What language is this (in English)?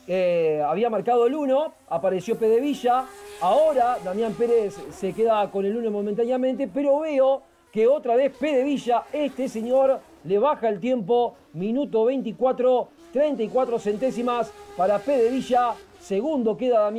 Spanish